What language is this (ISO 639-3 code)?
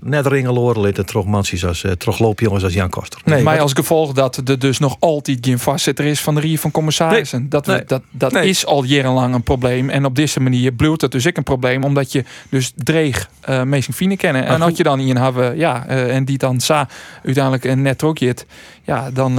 fry